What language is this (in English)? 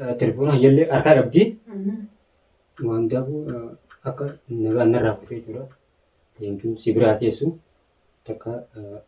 Oromo